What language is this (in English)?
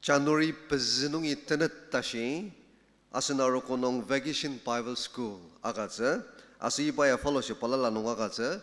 Ao Naga